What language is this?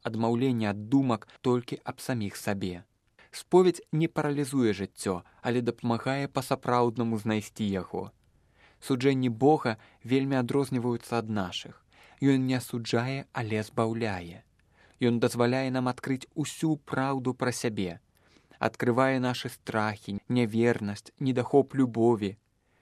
Belarusian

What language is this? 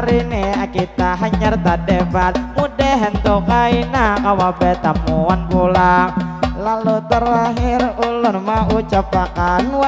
Banjar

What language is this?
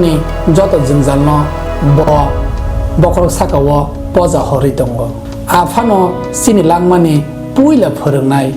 Kok Borok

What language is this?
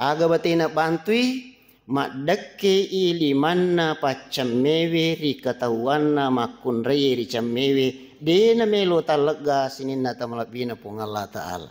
Buginese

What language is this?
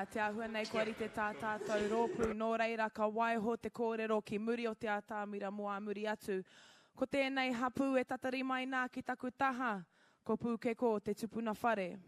Māori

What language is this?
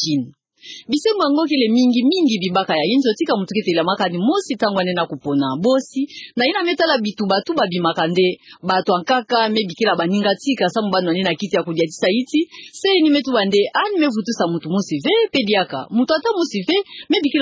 Kituba (Democratic Republic of Congo)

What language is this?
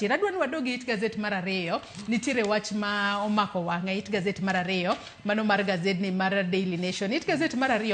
Luo (Kenya and Tanzania)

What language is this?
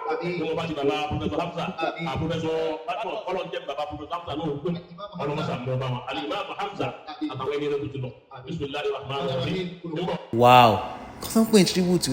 Yoruba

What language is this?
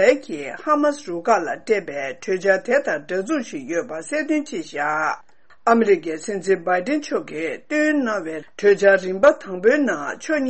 Tibetan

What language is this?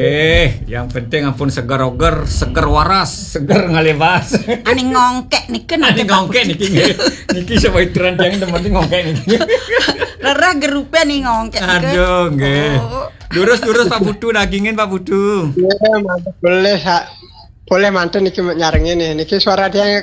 Balinese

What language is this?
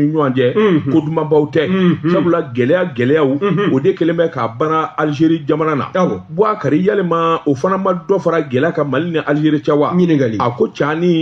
Bambara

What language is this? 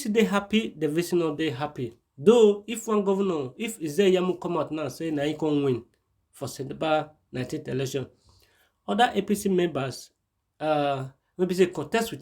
Nigerian Pidgin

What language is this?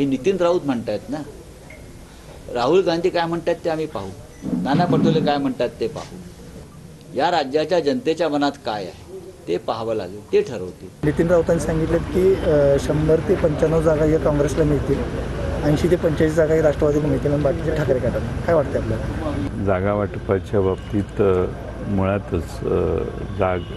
Marathi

